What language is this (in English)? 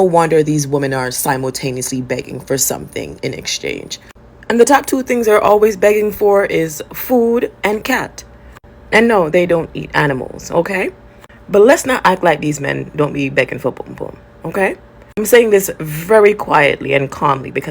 Jamaican Creole English